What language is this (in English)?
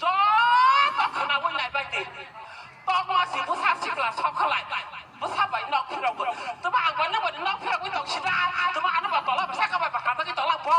Kok Borok